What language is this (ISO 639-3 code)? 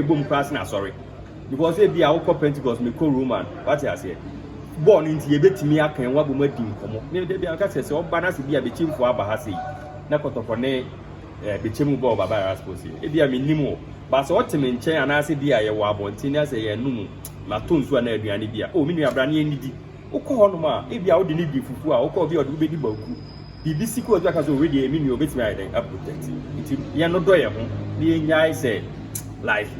aka